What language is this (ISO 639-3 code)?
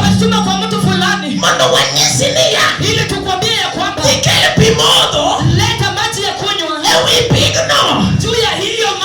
luo